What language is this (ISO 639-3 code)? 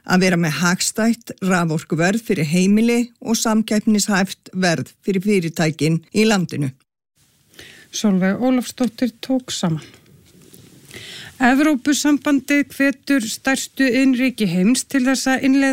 isl